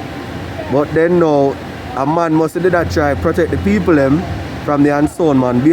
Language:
Jamaican Creole English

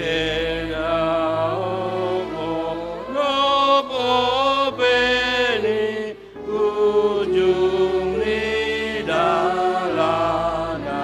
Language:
Batak Simalungun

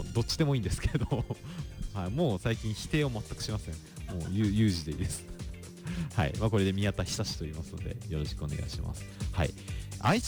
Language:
Japanese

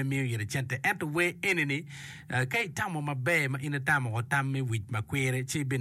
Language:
Acoli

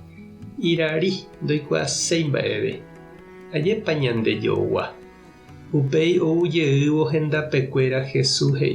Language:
Guarani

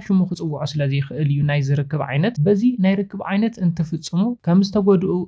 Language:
Tigrinya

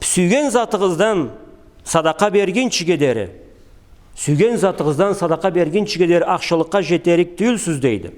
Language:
Karachay-Balkar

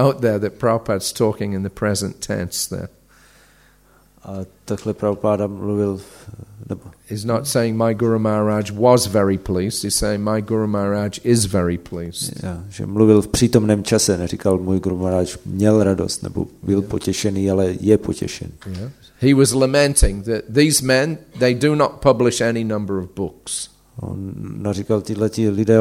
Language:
Czech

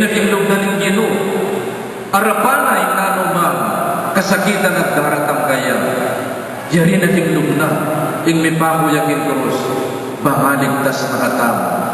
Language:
Pampanga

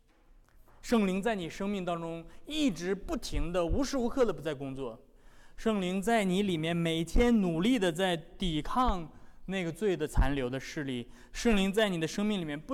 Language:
Chinese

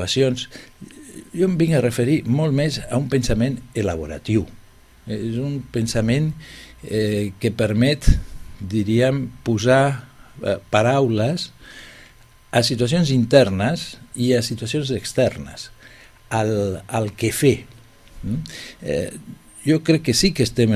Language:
Catalan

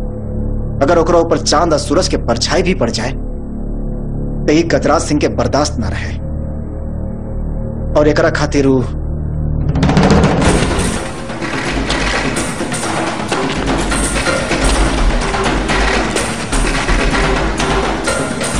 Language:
Bhojpuri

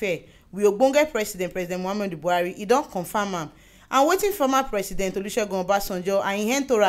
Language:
Nigerian Pidgin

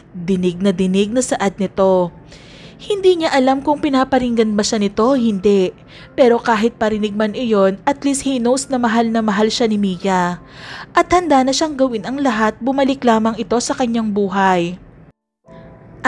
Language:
Filipino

